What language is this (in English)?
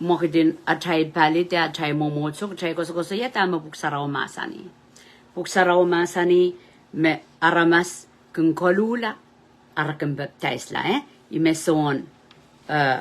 Pohnpeian